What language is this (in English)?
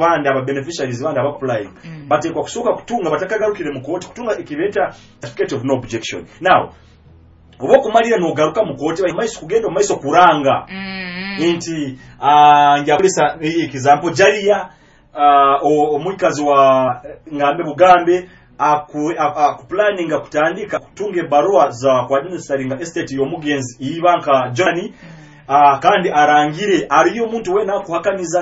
Nyoro